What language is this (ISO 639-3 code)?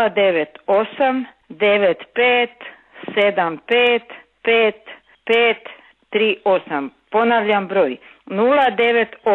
hrv